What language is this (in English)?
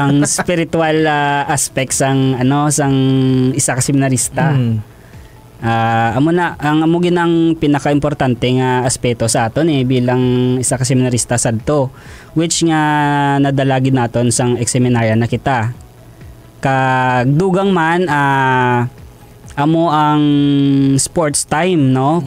Hiligaynon